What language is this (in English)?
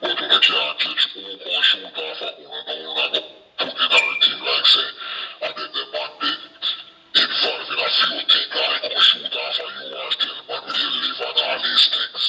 Jamaican Creole English